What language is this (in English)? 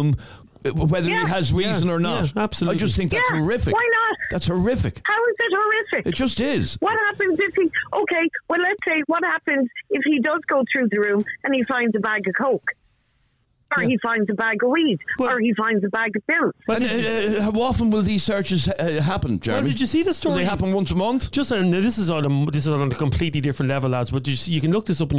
English